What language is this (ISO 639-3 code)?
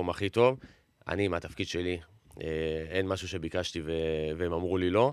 heb